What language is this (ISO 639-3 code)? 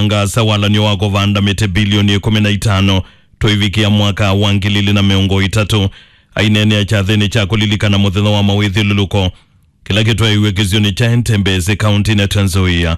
kam